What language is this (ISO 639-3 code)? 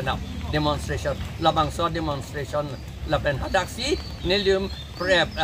mjw